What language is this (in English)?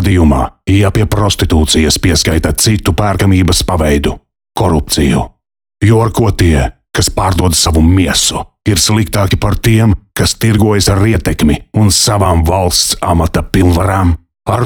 Latvian